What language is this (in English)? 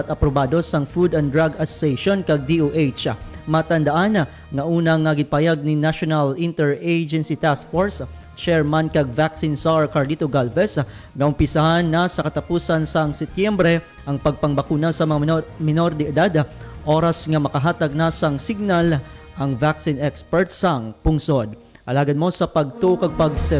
Hiligaynon